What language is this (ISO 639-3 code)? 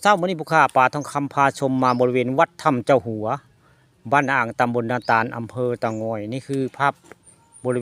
tts